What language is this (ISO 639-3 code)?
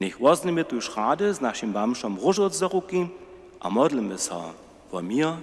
hsb